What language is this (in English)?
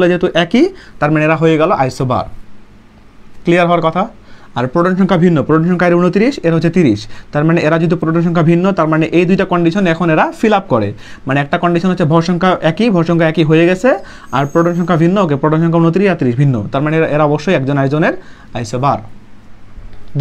Bangla